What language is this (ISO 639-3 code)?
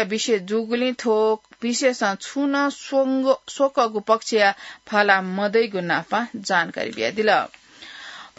new